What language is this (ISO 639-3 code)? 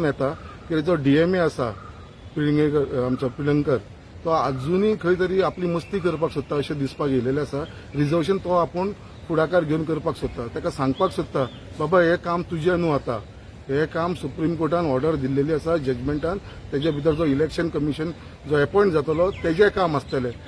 kok